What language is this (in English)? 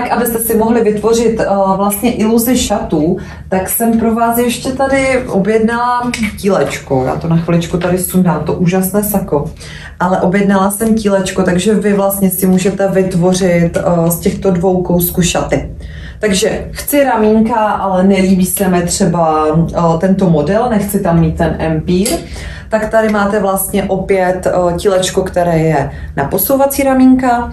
Czech